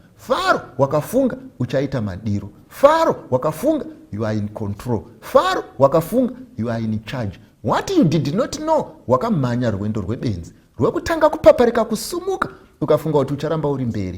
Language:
Shona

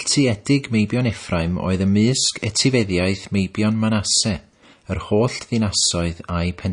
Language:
Welsh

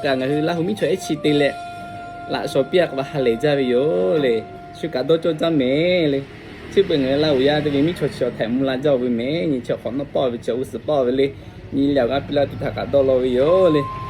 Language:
Lahu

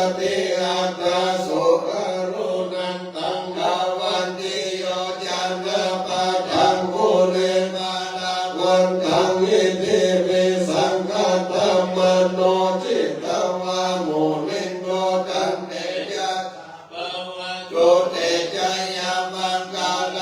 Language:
Pali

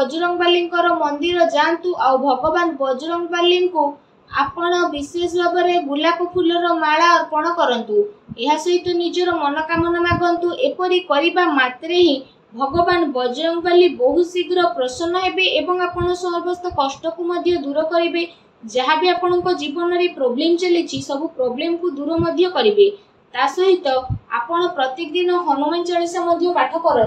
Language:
Odia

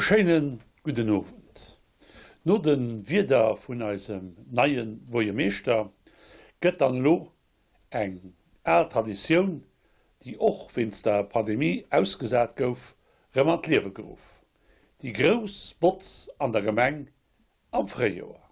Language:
Luxembourgish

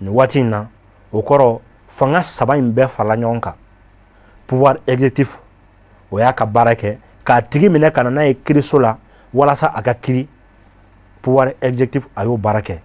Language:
Bambara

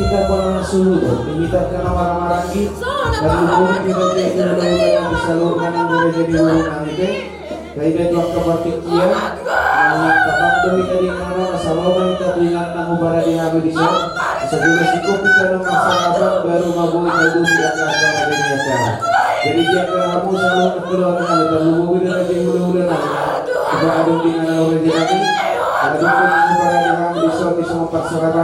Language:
Batak Toba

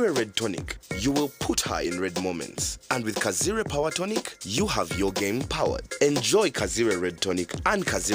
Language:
Nyankole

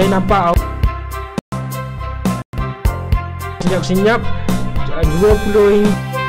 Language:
Malay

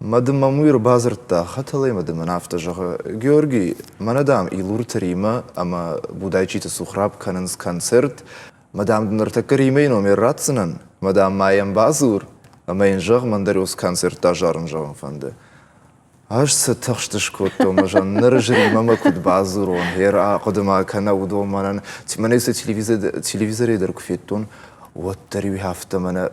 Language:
Ossetic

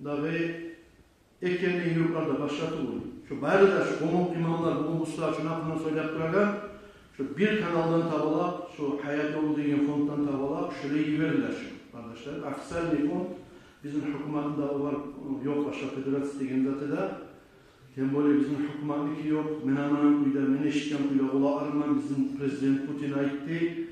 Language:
Kumyk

